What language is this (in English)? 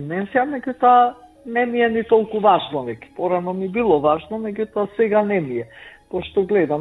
Macedonian